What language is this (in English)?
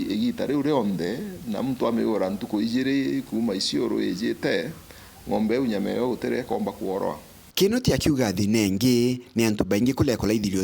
Meru